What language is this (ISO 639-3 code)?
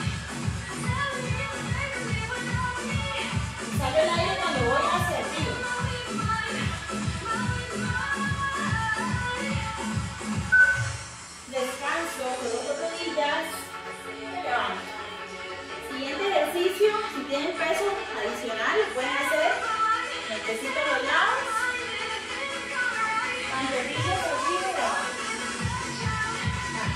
spa